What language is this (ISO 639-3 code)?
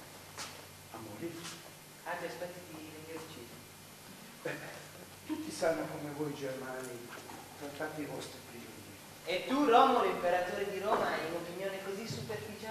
ita